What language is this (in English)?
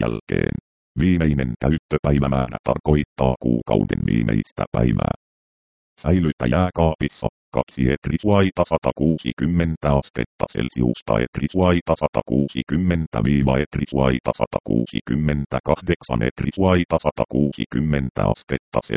Finnish